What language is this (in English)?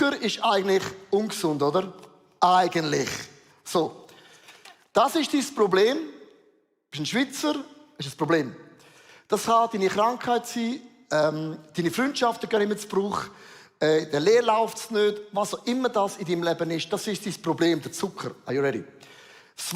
Swiss German